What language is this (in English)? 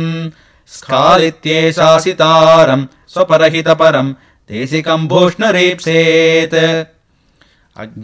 Sanskrit